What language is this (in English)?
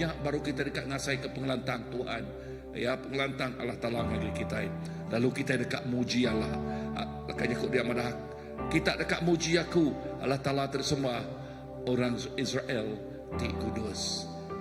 Iban